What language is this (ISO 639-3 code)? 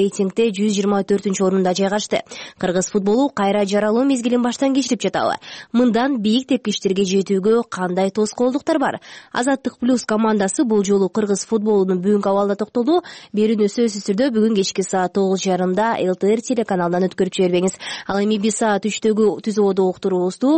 kir